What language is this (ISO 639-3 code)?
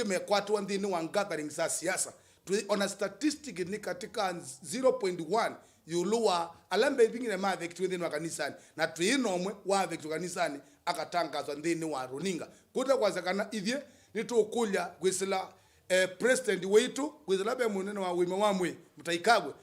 kam